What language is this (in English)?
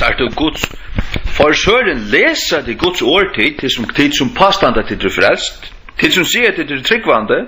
Faroese